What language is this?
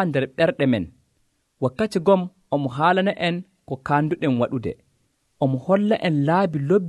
Nigerian Fulfulde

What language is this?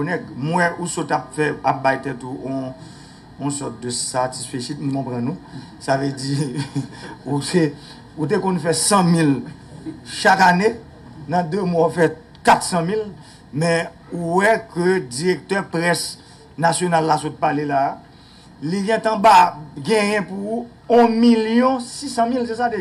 Haitian Creole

